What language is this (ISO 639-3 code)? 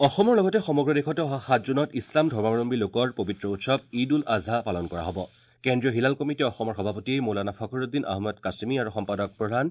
asm